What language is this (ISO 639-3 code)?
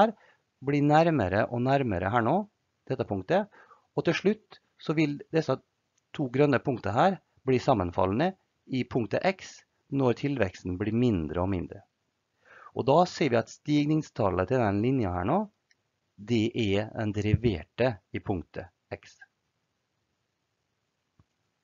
nor